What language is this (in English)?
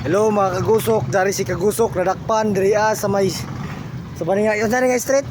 Surigaonon